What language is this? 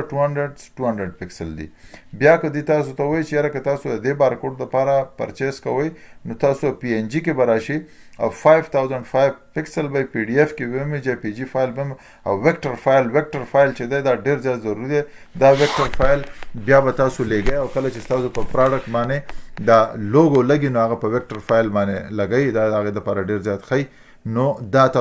Pashto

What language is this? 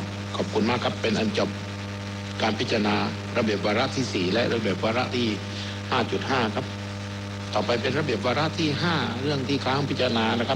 Thai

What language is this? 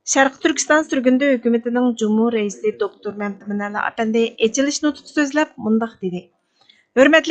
Uyghur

